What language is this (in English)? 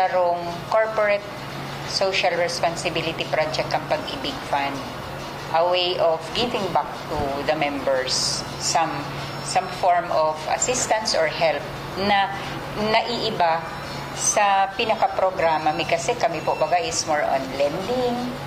Bikol